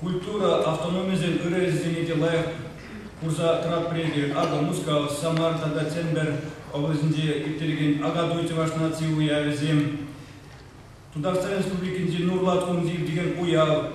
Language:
Chuvash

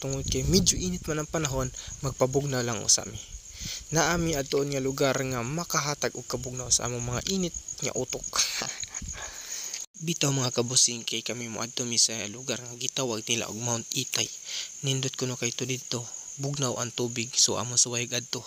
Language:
Cebuano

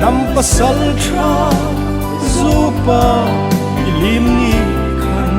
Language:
Hmar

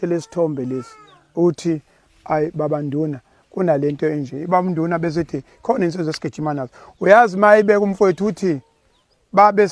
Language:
Zulu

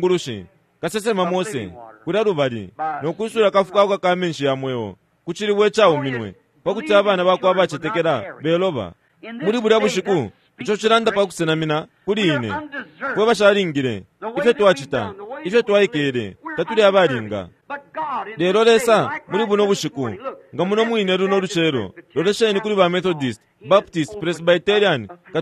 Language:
Bemba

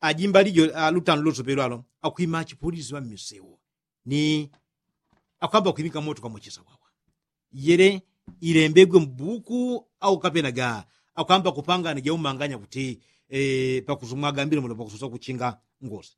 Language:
Yao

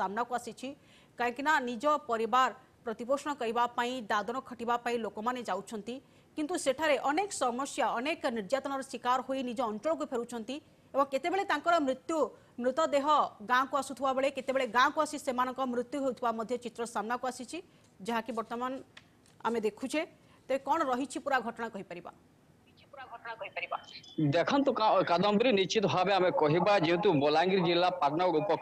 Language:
Odia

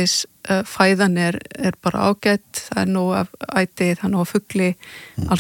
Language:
Icelandic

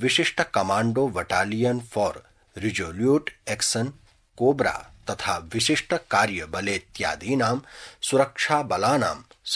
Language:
Sanskrit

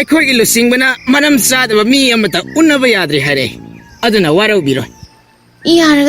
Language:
Manipuri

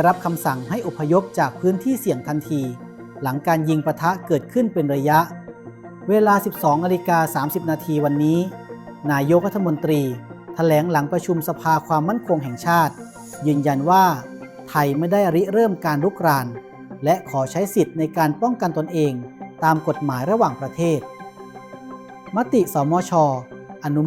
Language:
Lao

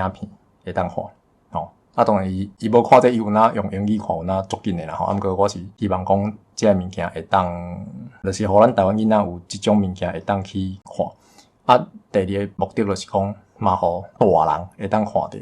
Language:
Min Nan Chinese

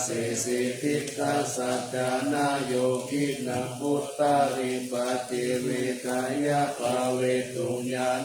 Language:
Pali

